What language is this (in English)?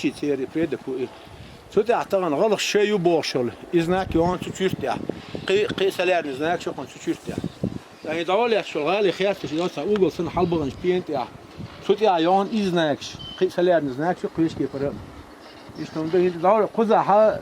Chechen